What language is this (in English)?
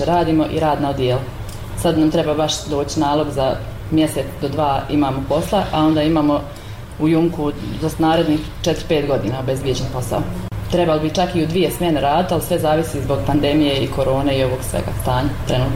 Bosnian